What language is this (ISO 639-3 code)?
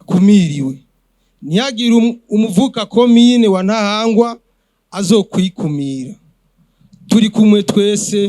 run